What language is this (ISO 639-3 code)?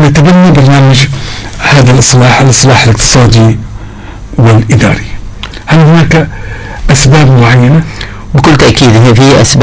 ara